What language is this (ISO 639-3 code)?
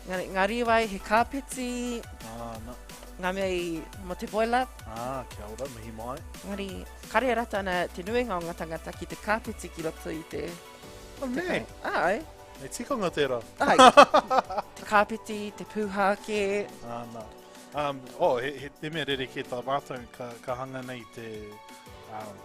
mri